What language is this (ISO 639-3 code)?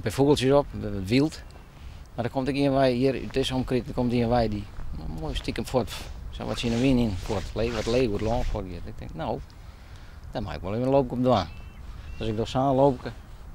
fry